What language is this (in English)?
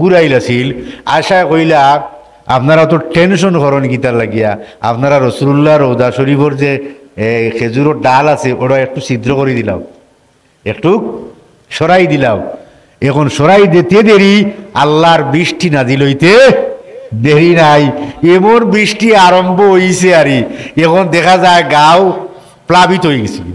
Sylheti